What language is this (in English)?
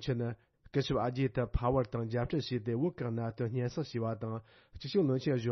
Tibetan